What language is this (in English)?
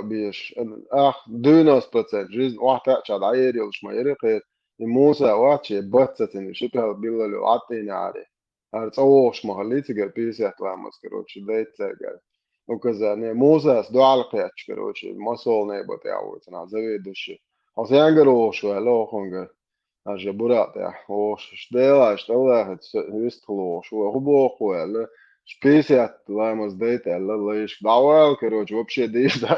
Chechen